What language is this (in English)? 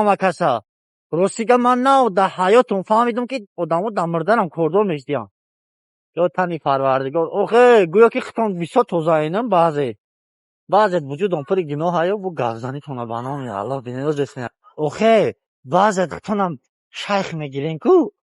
Tajik